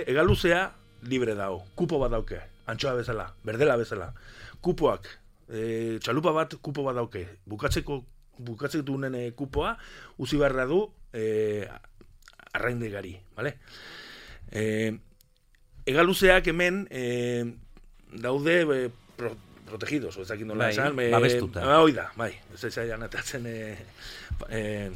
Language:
Basque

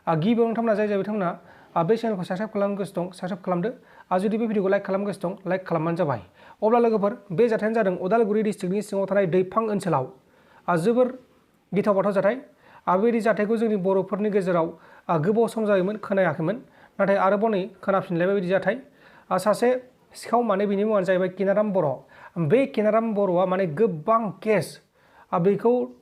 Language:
Bodo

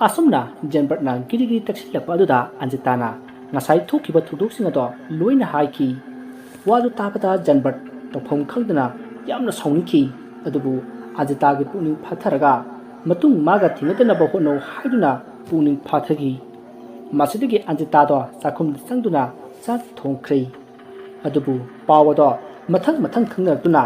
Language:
Manipuri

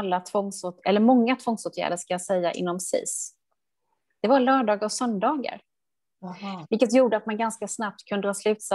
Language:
Swedish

